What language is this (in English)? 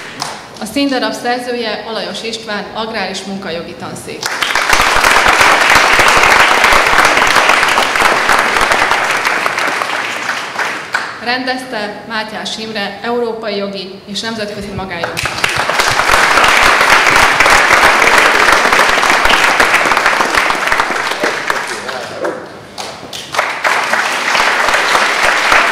Hungarian